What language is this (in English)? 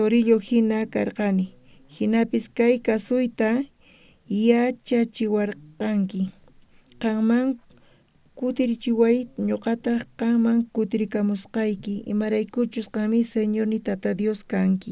South Bolivian Quechua